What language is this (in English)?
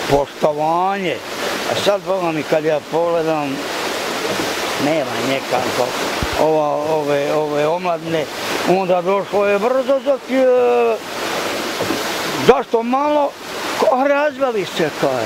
Bosnian